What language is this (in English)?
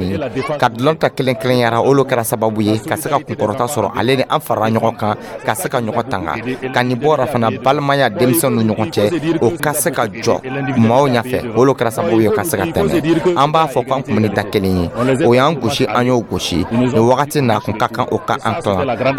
Dyula